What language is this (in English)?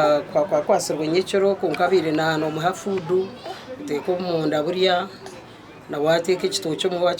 Nyankole